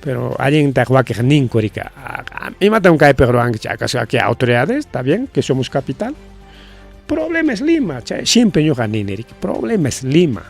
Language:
Ayacucho Quechua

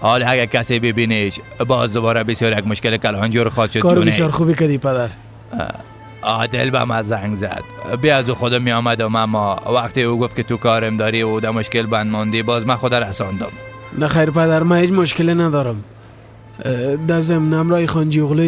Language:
Persian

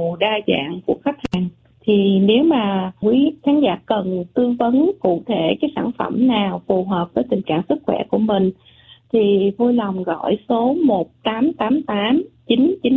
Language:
Vietnamese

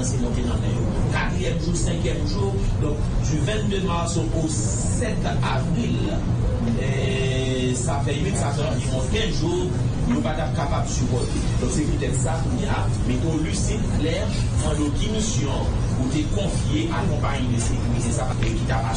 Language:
Haitian Creole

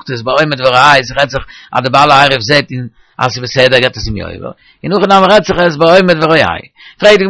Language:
Yiddish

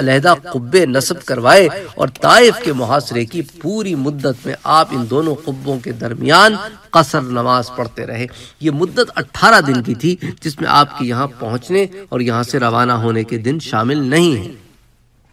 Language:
Urdu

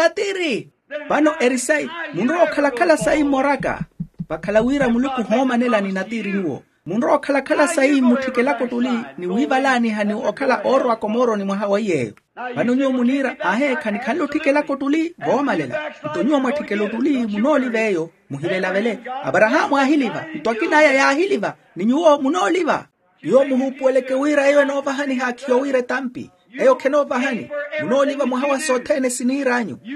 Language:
Makhuwa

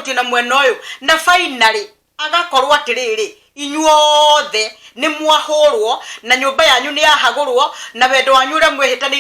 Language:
Kikuyu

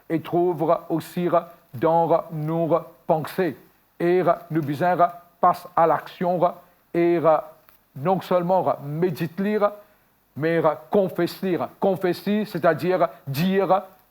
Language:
Morisyen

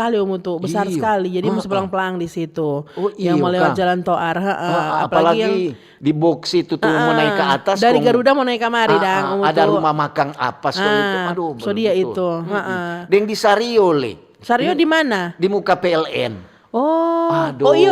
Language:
Manado Malay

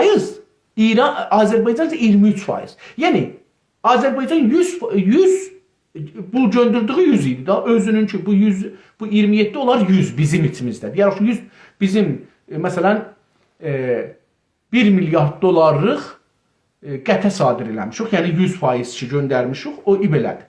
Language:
South Azerbaijani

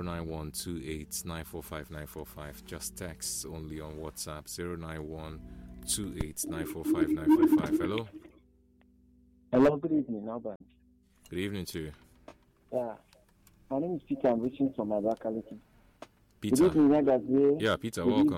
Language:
English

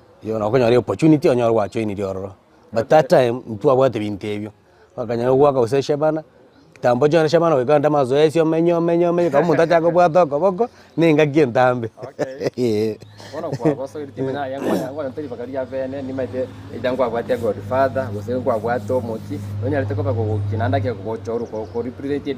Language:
Gusii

